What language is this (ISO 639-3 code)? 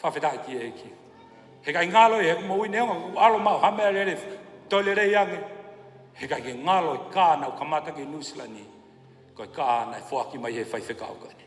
ton